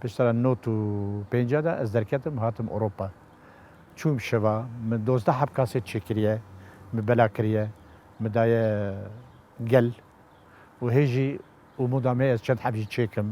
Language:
Kurdish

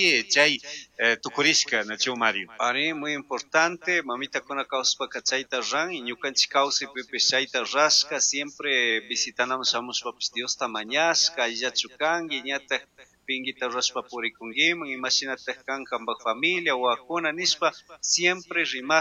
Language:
Chimborazo Highland Quichua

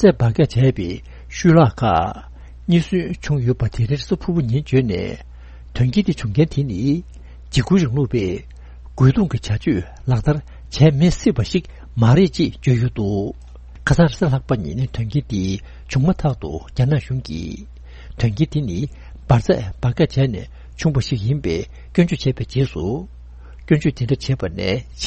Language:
Tibetan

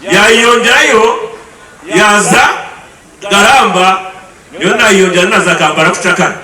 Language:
Nyankole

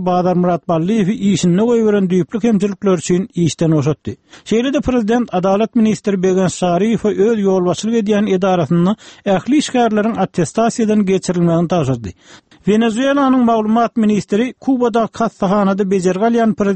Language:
Turkmen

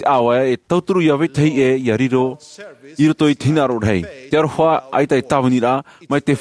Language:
Tahitian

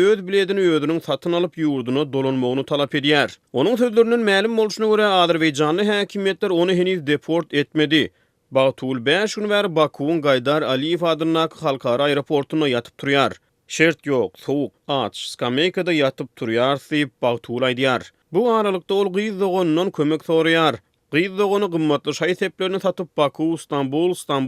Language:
Turkmen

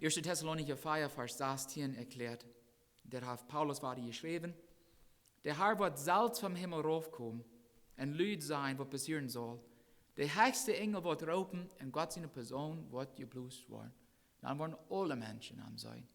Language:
Plautdietsch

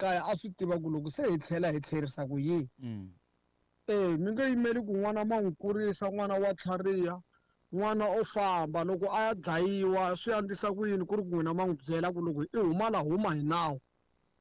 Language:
Tsonga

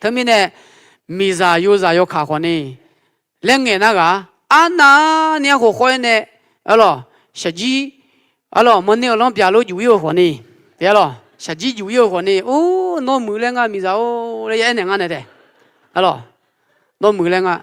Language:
Akha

